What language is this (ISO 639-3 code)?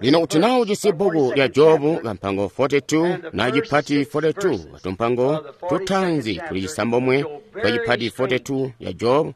toi